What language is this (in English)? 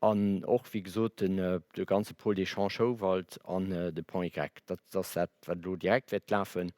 Luxembourgish